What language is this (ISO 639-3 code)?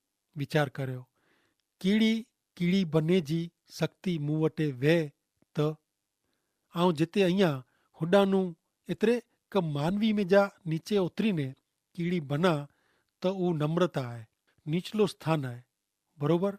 kfr